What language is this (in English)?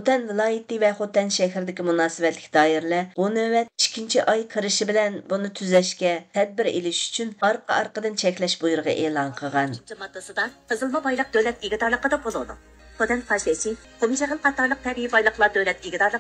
Uyghur